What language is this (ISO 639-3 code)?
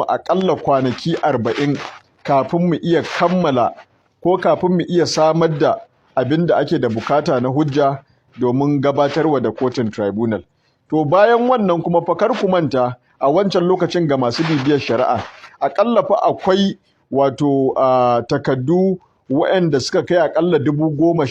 hau